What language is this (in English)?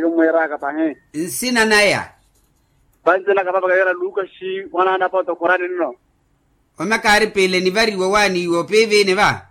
Makhuwa